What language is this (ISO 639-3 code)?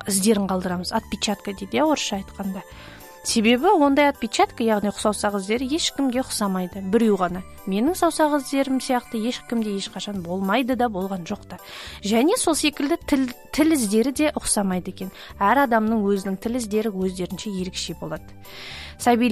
kaz